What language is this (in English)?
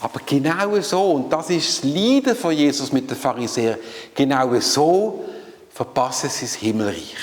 Swiss German